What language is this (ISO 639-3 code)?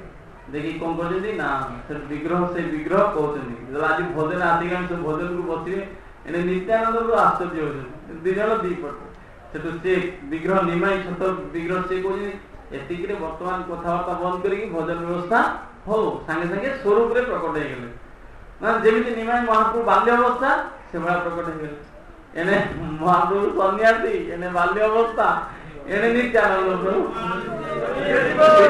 ori